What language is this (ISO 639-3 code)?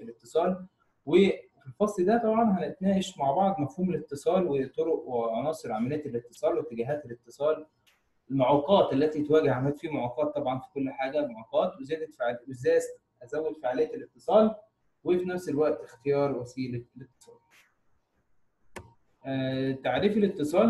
arz